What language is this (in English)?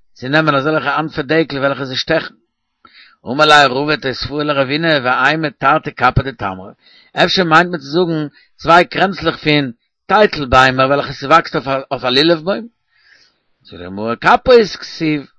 Yiddish